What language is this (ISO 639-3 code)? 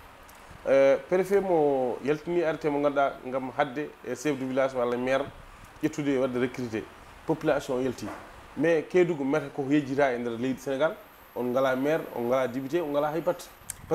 ful